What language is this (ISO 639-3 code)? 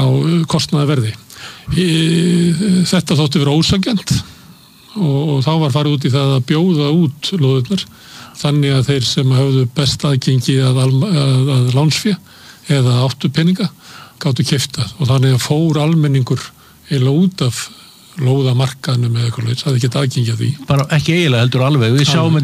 isl